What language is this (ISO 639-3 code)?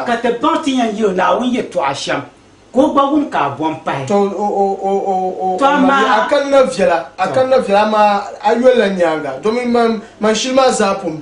dag